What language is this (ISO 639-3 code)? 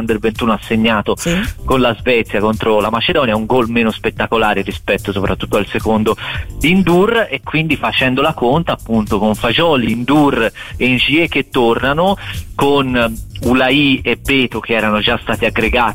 ita